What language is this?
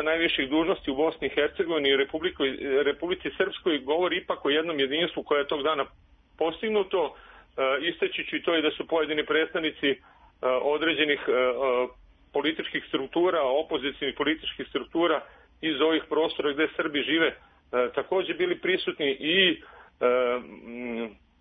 Serbian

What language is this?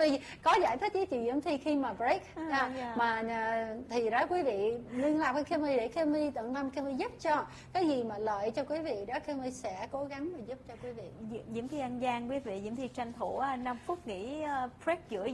Vietnamese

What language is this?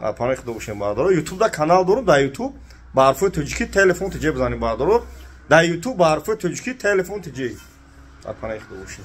Tajik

